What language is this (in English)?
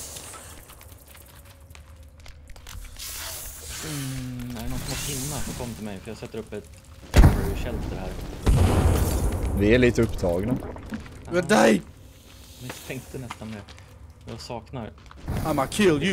Swedish